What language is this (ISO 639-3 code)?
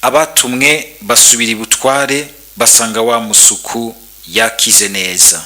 run